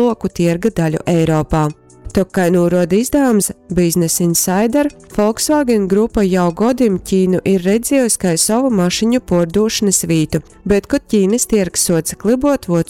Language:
Latgalian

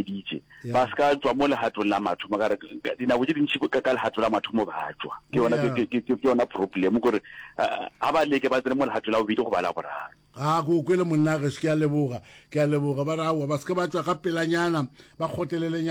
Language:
Northern Sotho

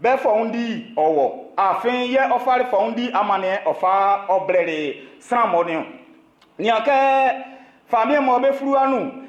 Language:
Baoulé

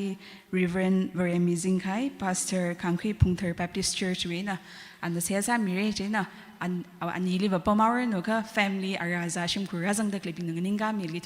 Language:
Tangkhul Naga (India)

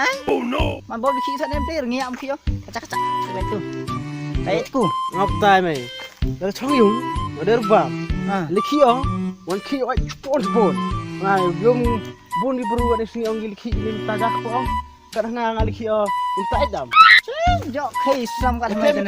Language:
Khasi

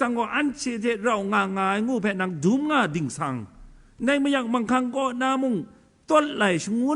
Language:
Kachin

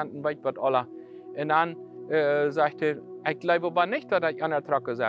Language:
Plautdietsch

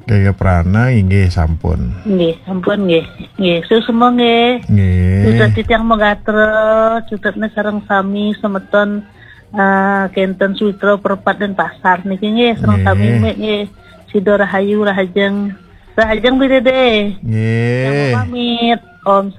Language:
Balinese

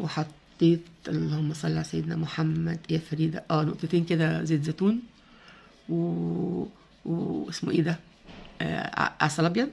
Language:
Egyptian Arabic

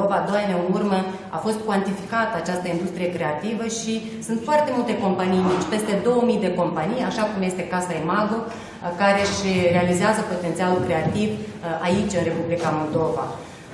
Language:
Romanian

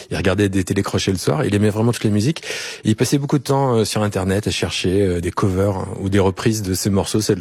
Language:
French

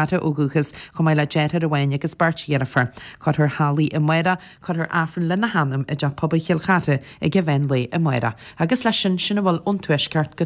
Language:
Irish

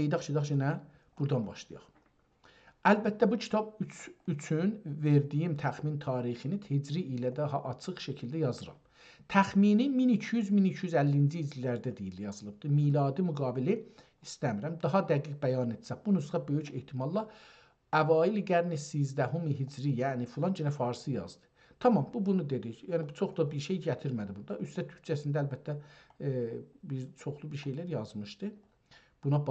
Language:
South Azerbaijani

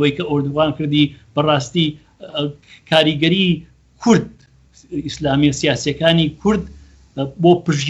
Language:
Central Kurdish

